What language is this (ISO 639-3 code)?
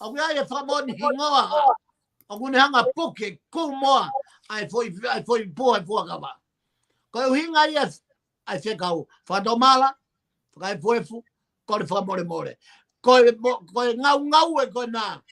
ton